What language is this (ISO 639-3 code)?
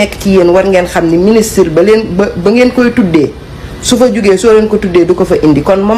wol